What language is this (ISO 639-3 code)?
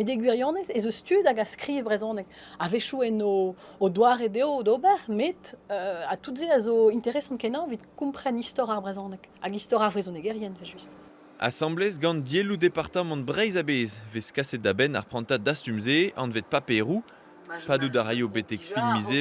bre